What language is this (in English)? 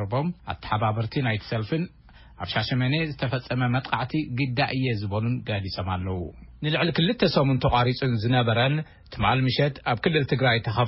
Tigrinya